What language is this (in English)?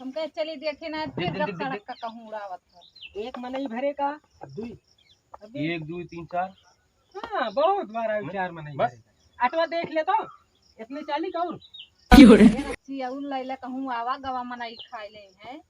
Awadhi